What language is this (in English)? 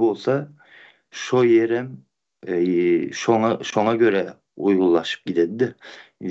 Turkmen